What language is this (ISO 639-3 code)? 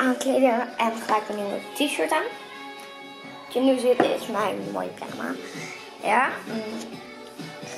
nld